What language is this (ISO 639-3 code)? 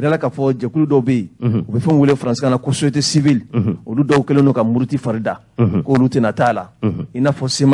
bam